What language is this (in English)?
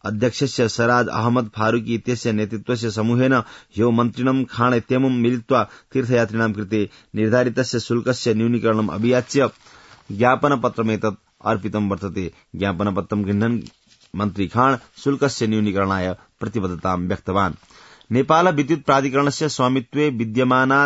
Sanskrit